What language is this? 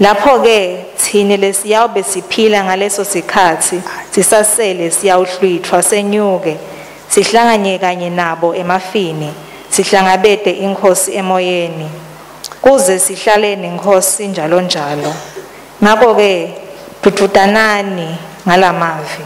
Swati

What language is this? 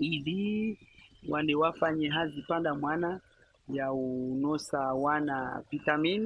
Ngazidja Comorian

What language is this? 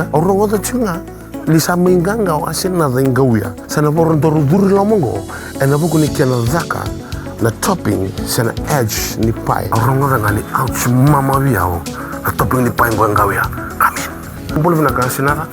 Fijian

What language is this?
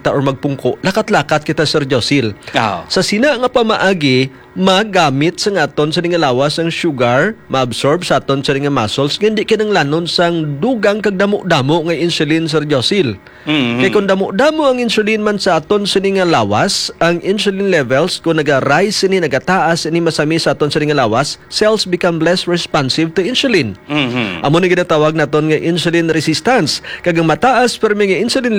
Hiligaynon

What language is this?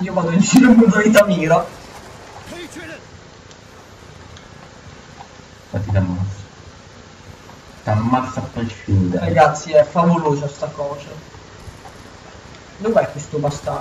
Italian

